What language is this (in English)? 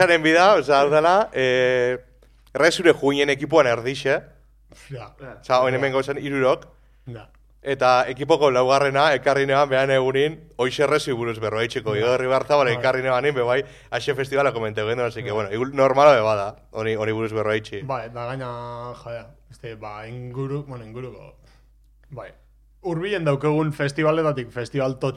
Basque